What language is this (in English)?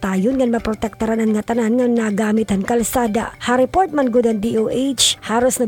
Waray